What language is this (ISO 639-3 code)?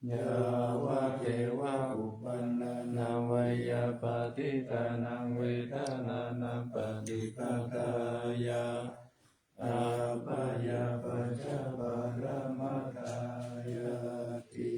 pli